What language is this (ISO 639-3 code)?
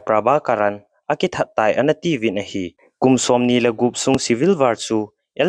tcz